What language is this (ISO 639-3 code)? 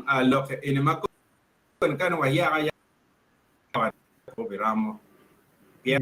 ach